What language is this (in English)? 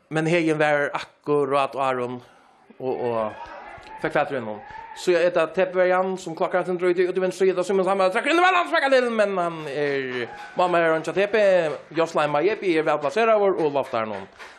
Faroese